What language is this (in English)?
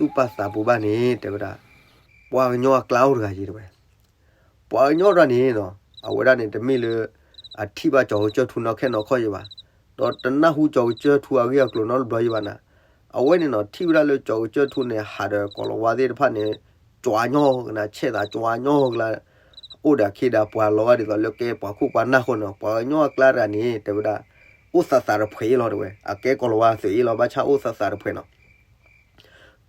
S'gaw Karen